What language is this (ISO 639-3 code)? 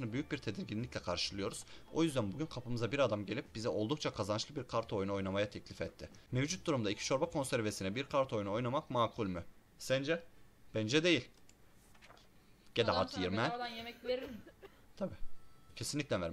tur